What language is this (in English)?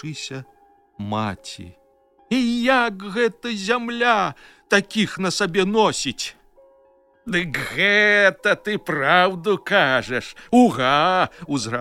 Belarusian